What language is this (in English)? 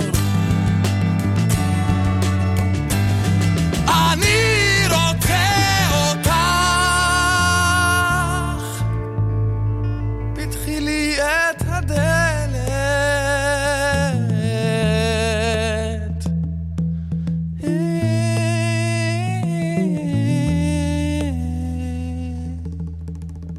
Hebrew